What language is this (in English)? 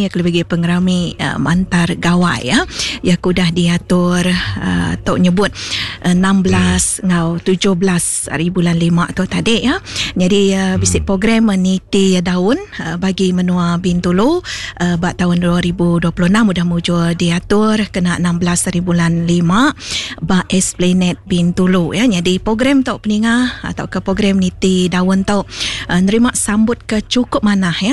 Iban